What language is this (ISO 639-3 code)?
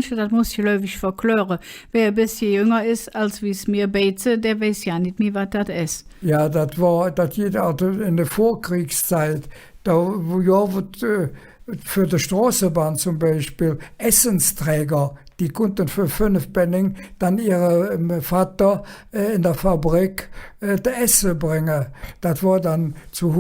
ksh